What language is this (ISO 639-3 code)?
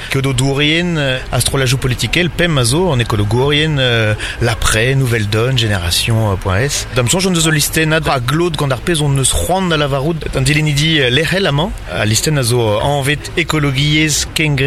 bre